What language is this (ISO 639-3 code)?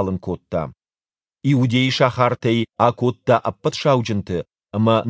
oss